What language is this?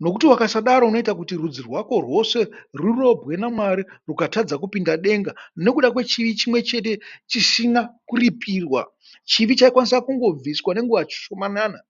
Shona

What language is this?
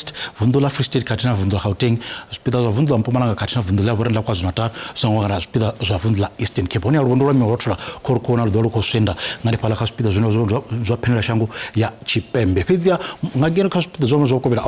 Venda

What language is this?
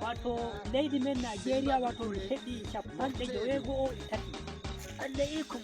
Nigerian Fulfulde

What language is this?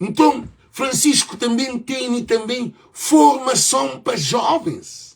Kabuverdianu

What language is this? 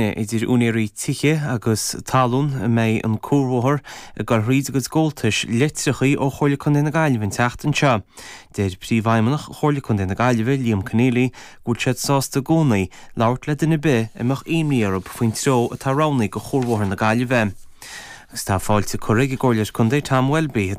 Irish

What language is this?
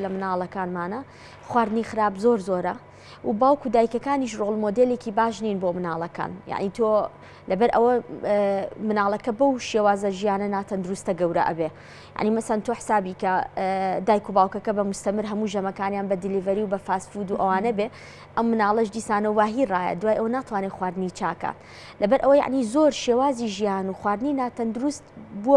Central Kurdish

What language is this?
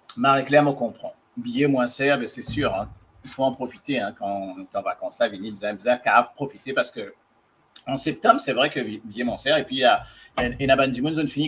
Morisyen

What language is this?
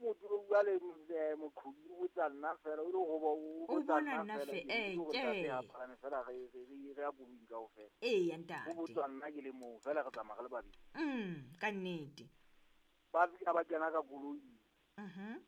Southern Sotho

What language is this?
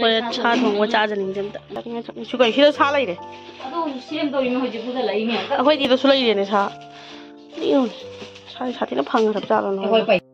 Manipuri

